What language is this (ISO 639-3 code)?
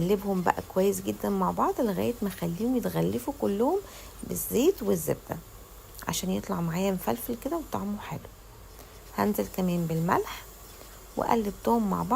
arz